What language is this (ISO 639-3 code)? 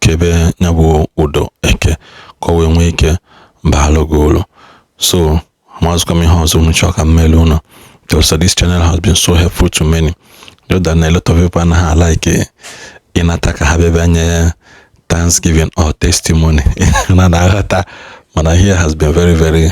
ibo